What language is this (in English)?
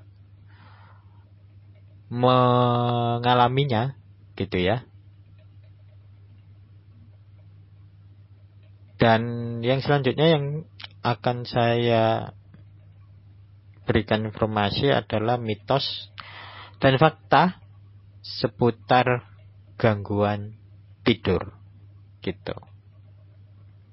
Indonesian